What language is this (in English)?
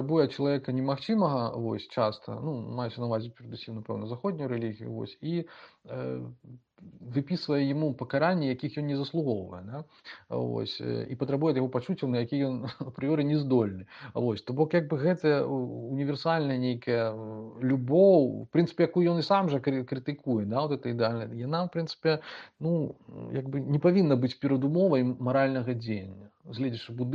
Belarusian